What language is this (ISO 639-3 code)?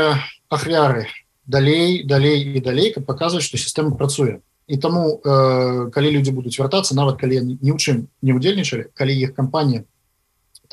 bel